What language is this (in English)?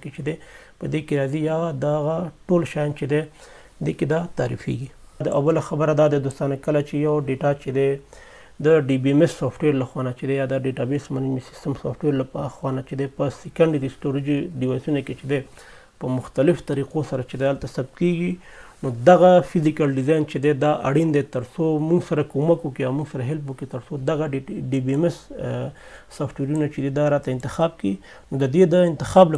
Pashto